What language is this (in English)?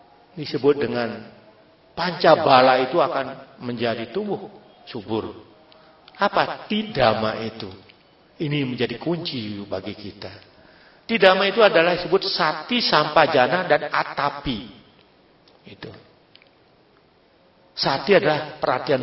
Indonesian